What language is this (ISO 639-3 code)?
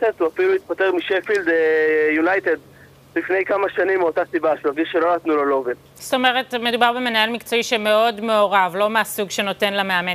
heb